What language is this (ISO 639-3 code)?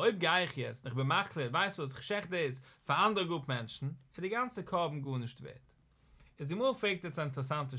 yid